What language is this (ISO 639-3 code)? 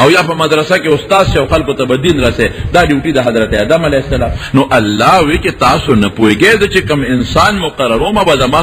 pus